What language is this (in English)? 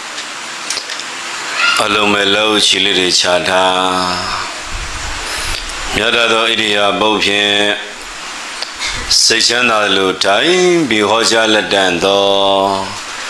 Burmese